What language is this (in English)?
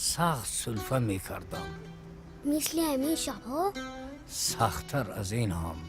Tajik